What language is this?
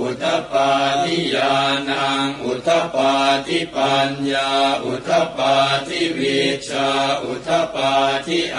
Pali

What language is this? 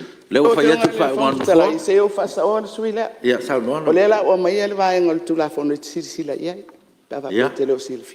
Samoan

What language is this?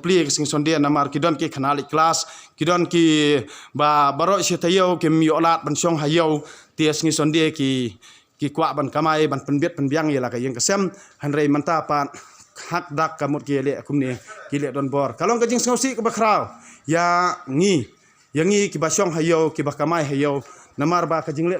Khasi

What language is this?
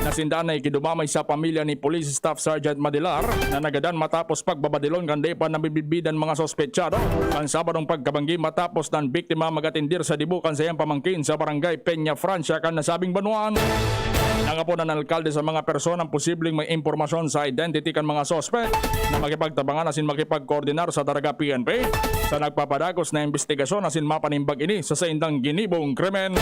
Bikol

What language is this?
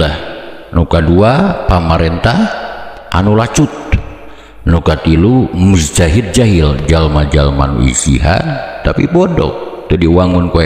Sundanese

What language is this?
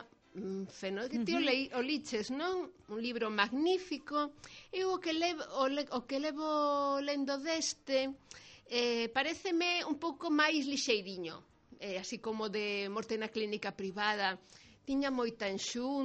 Galician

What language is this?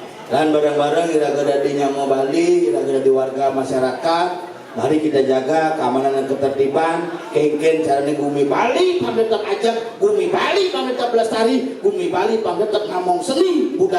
Balinese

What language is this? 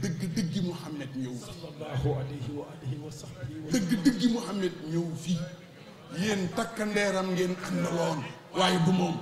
Wolof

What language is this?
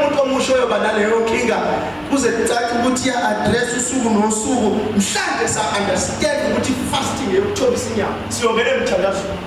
Zulu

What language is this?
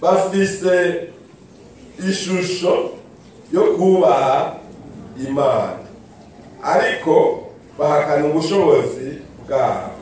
Rundi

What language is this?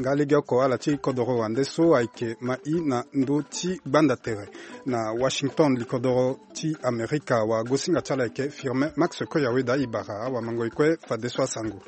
Sango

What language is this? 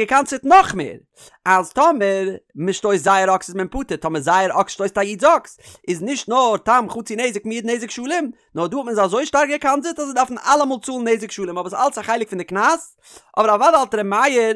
Yiddish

